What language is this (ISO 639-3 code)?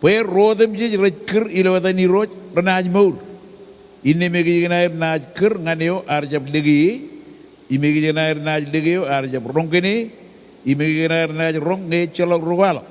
mah